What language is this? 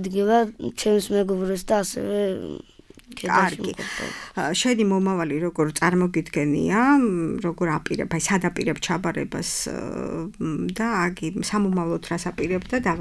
Georgian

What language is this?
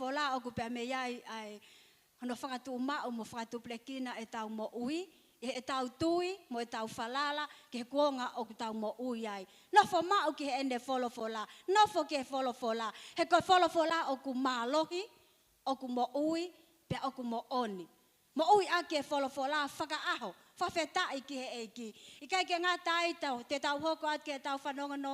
Tongan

